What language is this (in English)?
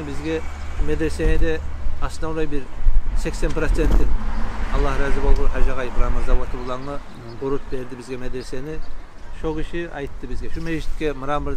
Kumyk